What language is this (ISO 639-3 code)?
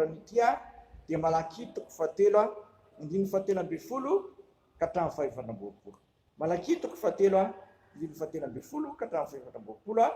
mlg